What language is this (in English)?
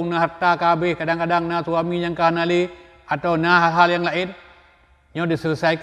Achinese